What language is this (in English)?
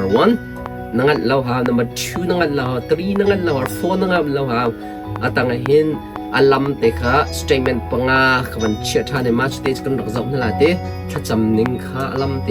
Hakha Chin